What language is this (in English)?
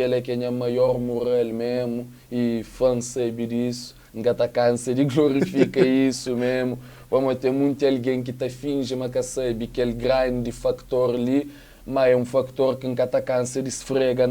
Kabuverdianu